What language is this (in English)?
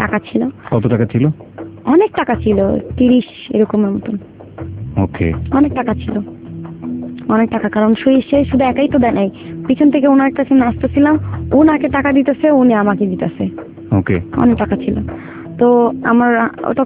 Bangla